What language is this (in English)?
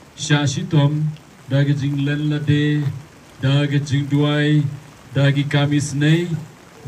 Khasi